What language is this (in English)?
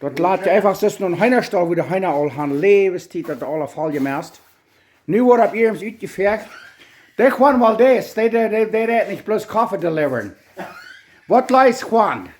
Plautdietsch